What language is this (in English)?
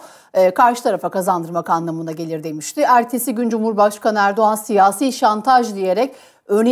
Turkish